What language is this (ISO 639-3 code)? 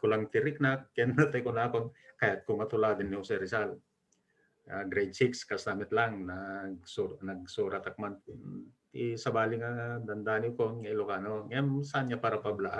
ilo